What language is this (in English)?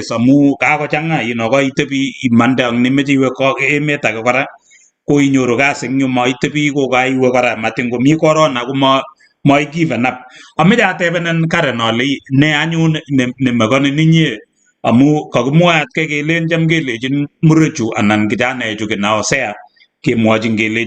Kalenjin